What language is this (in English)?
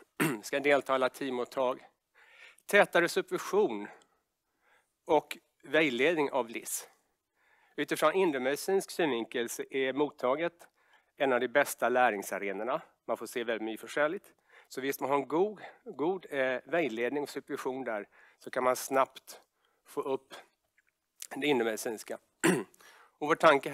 Swedish